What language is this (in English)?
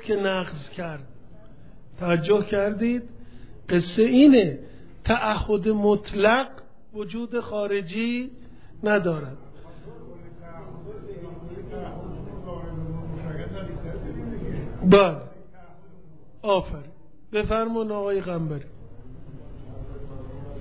Persian